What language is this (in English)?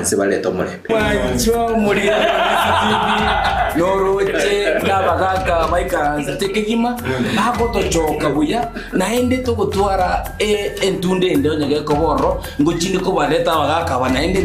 Gusii